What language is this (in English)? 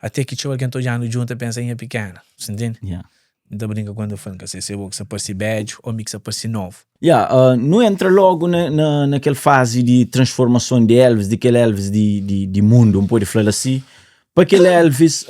Kabuverdianu